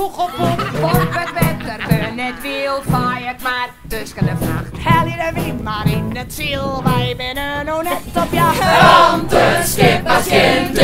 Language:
Western Frisian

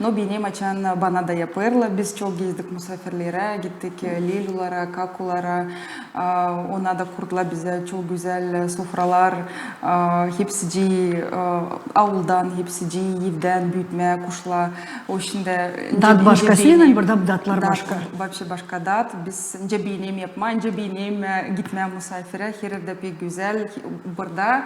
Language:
Gagauz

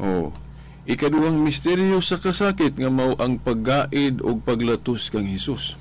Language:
Cebuano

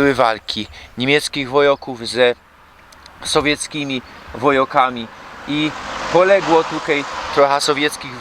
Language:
Silesian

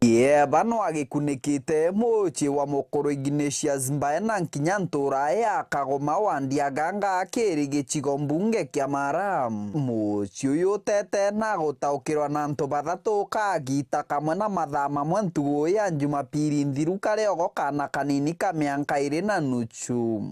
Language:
Meru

